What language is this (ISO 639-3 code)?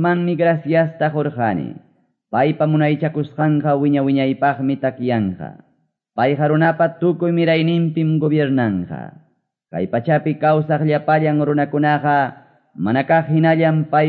que